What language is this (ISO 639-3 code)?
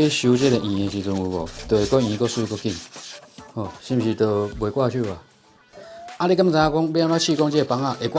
nan